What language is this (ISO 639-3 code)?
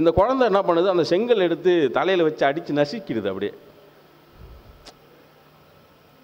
tam